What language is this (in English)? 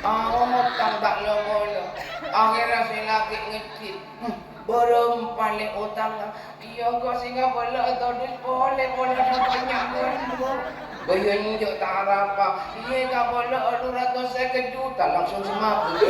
Madurese